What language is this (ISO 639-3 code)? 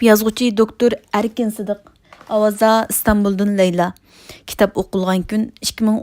uig